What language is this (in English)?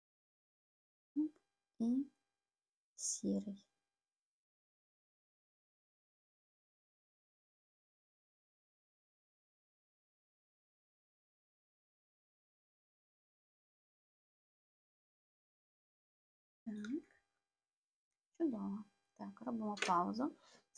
Ukrainian